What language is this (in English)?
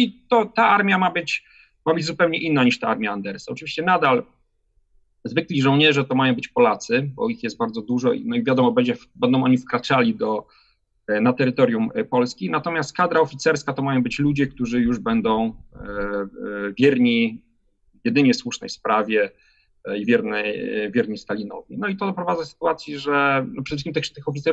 Polish